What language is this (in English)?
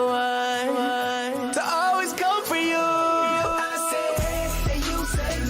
Pohnpeian